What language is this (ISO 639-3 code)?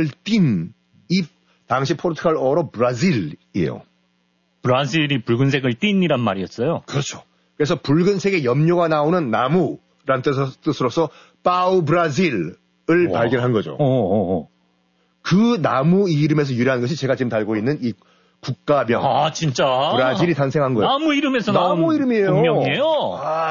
kor